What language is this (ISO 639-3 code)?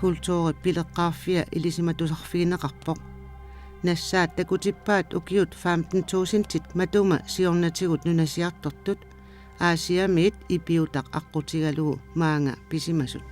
kal